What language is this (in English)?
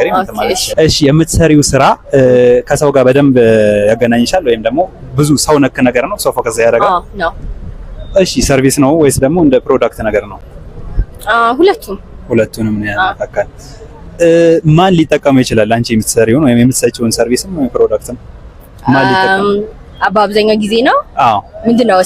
Amharic